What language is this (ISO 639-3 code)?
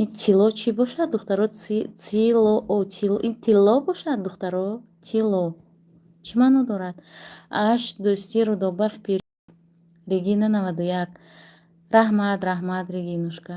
tgk